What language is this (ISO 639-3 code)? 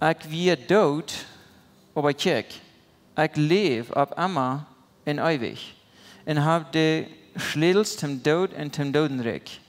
pdt